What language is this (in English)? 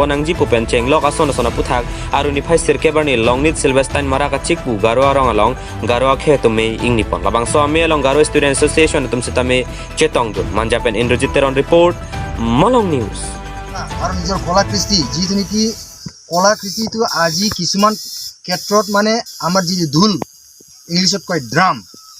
Karbi